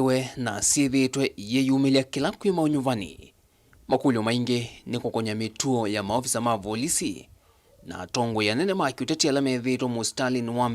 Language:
Kamba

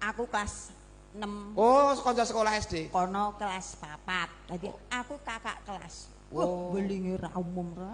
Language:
Javanese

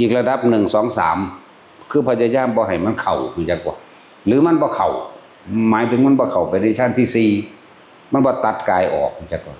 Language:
Northeastern Thai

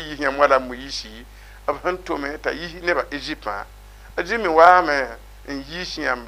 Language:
Mossi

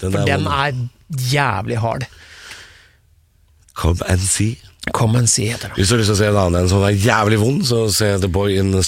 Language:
Norwegian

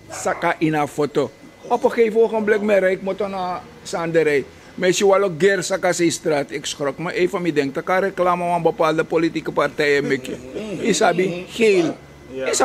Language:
Sranan Tongo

